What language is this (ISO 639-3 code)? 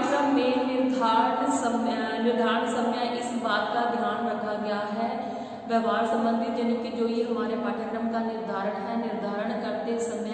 hin